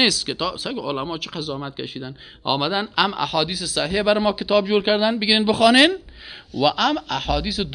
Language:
Persian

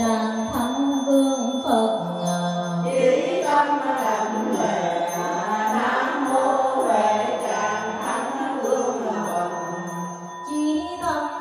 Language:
Vietnamese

